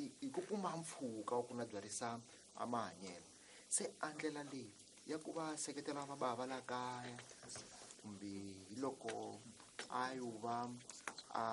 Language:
Tsonga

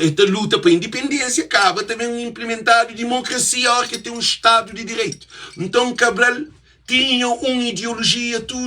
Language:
Kabuverdianu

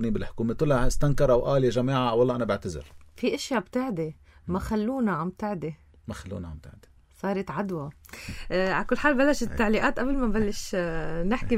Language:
North Levantine Arabic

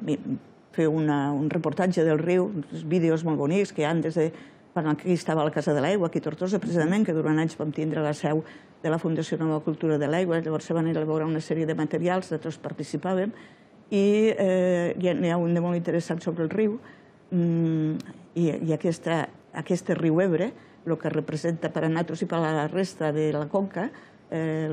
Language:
Catalan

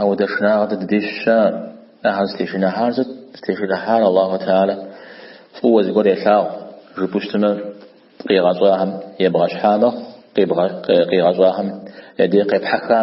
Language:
Kabardian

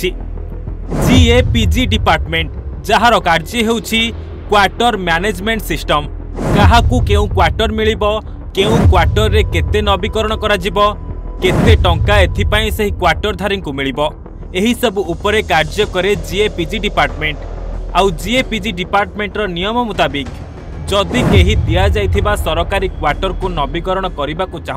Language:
Odia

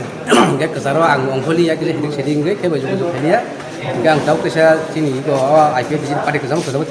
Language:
Kok Borok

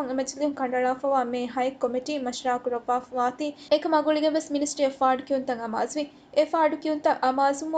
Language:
Divehi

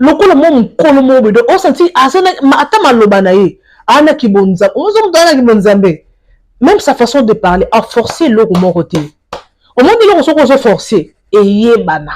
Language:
Lingala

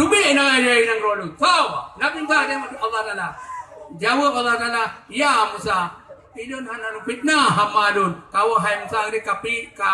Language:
Achinese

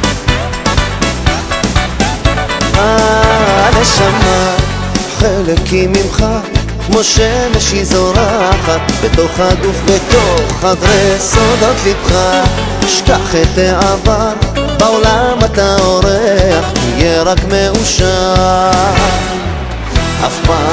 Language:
Hebrew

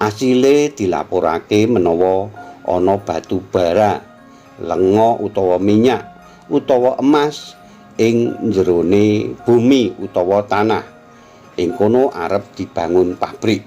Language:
Javanese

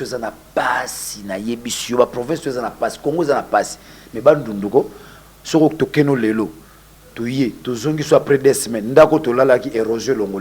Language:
Lingala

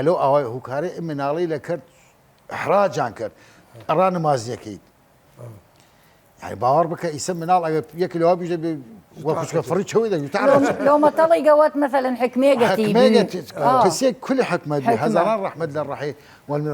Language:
Southern Kurdish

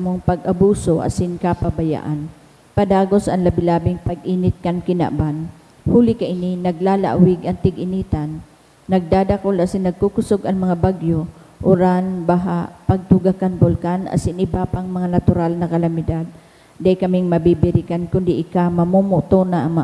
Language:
Bikol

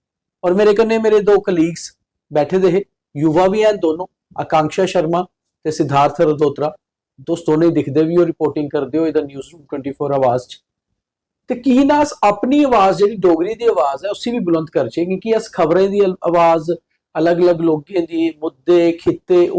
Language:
Dogri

